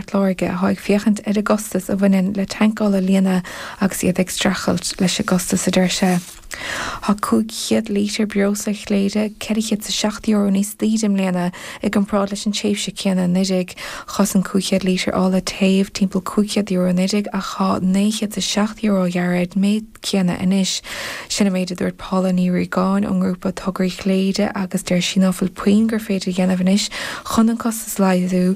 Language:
Irish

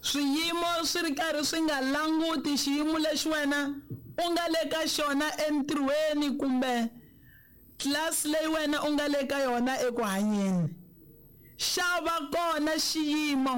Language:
Tsonga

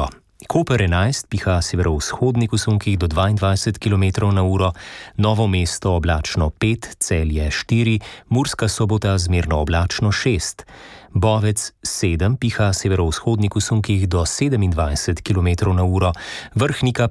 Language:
Slovenian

